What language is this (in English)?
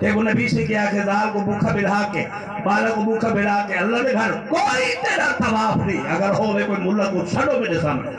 Saraiki